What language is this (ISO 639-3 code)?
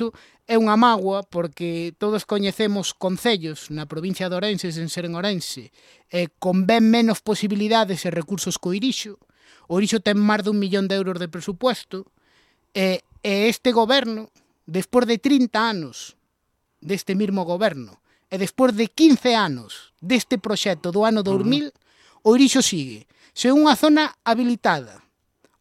glg